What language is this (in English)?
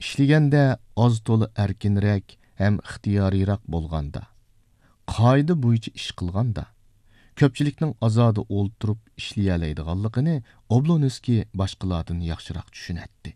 Uyghur